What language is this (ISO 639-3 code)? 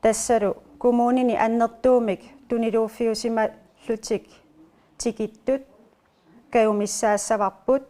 kal